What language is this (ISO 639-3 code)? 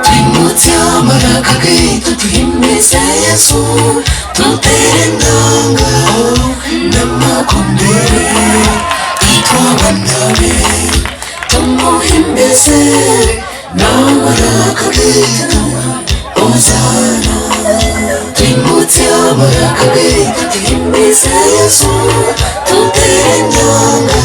nyn